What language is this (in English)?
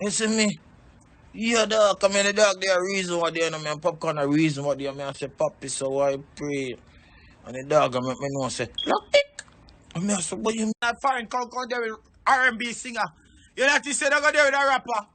Jamaican Creole English